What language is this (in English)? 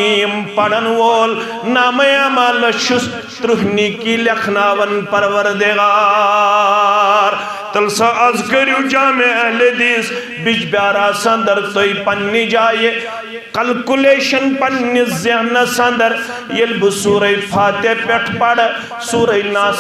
Kashmiri